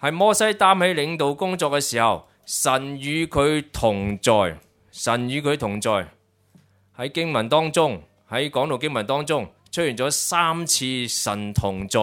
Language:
Cantonese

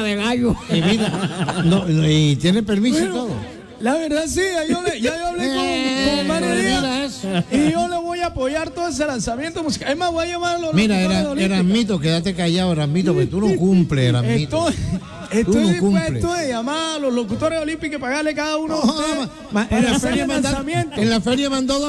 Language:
Spanish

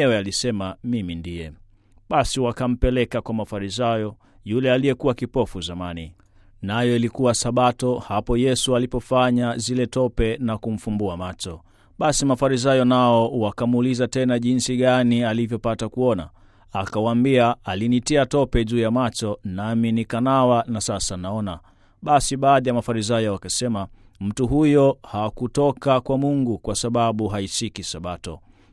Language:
Swahili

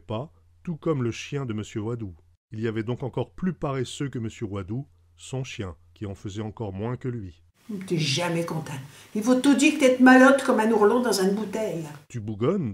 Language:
Picard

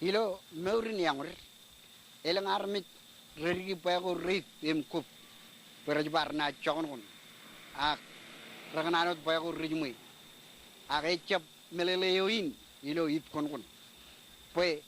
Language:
Marshallese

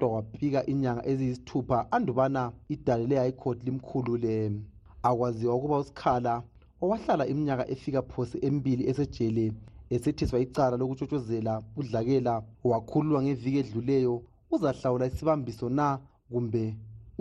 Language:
North Ndebele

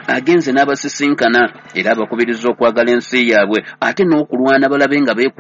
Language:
Ganda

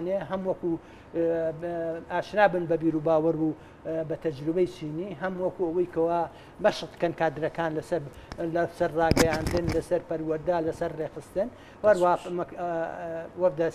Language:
Central Kurdish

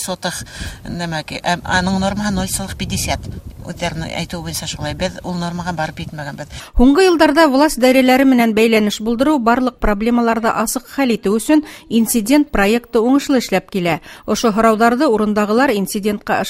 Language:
Bashkir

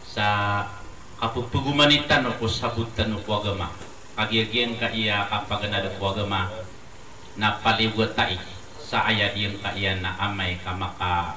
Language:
Maranao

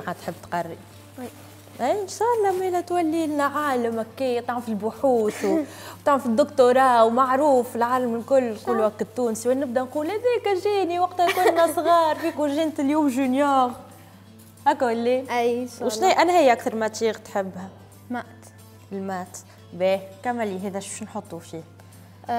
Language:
Tunisian Arabic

